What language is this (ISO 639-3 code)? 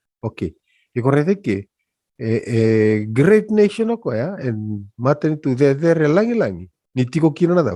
fij